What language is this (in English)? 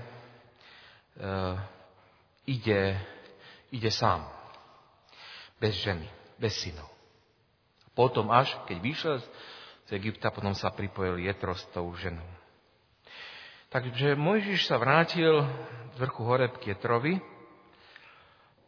Slovak